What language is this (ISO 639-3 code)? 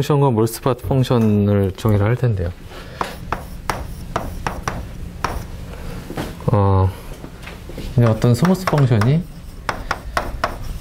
kor